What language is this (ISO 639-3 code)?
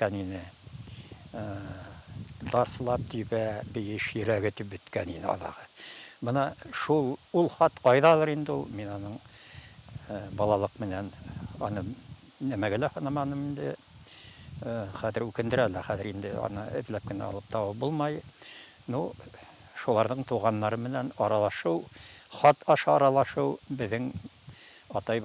bak